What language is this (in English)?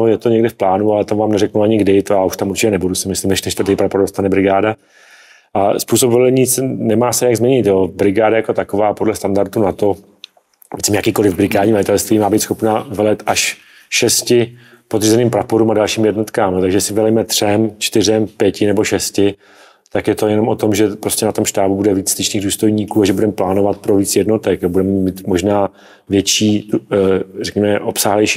Czech